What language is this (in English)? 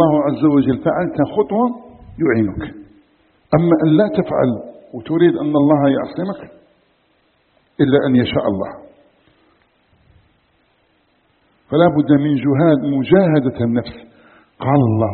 Arabic